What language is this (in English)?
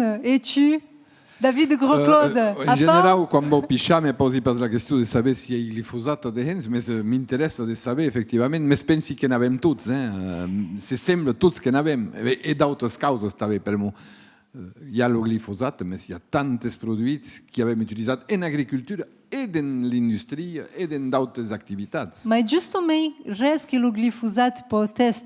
Occitan